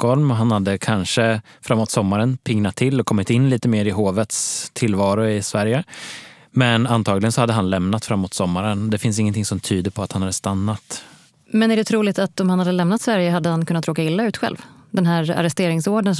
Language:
Swedish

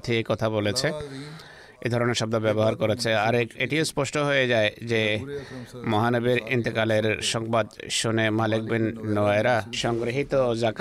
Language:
Bangla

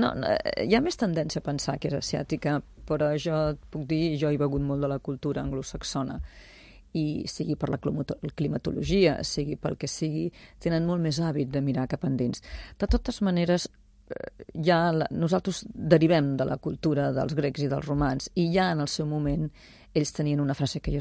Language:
Catalan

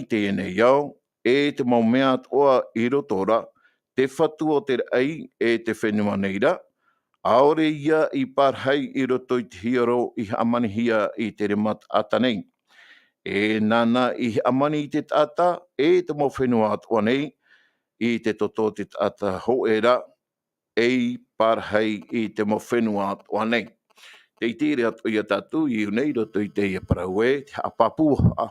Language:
Tahitian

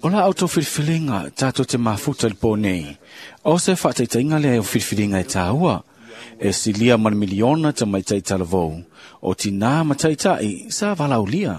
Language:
Samoan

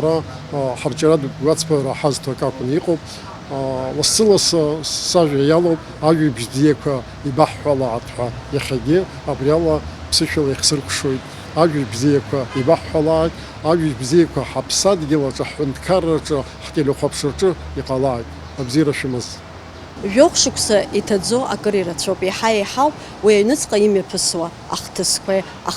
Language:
Abkhazian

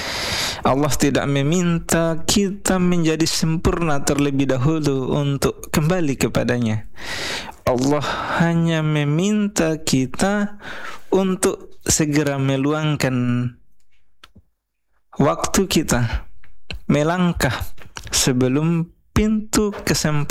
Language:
Indonesian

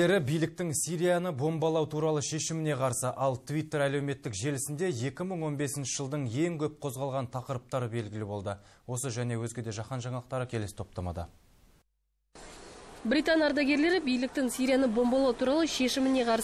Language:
Kazakh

